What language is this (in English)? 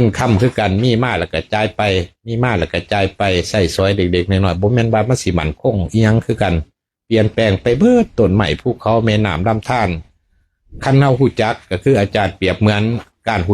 Lao